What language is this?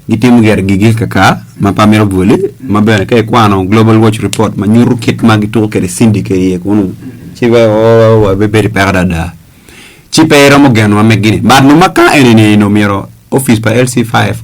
Acoli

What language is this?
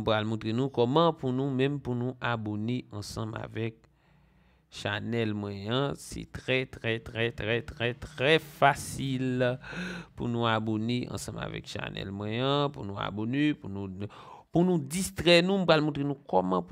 Haitian Creole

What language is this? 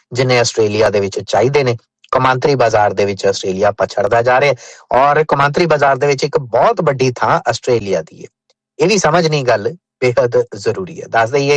Punjabi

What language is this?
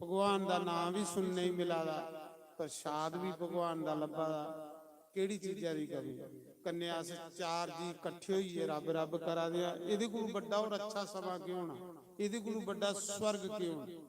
Dogri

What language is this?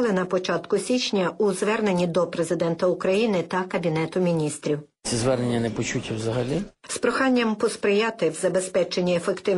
Ukrainian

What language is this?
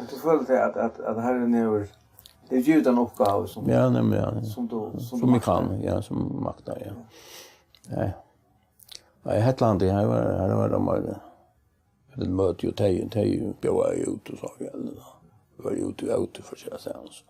Faroese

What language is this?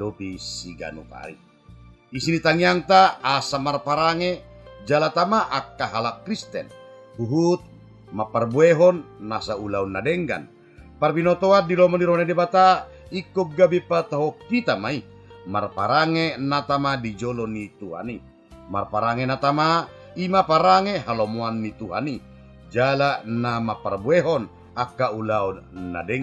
Batak Toba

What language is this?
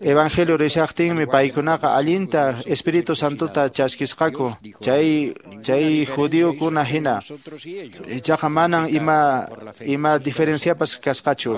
Quechua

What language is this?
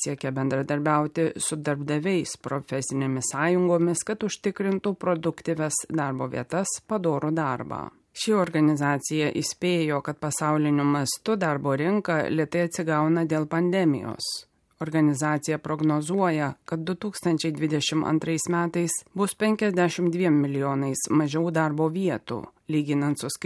Lithuanian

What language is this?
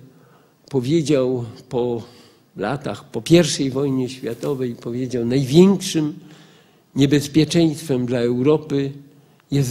Polish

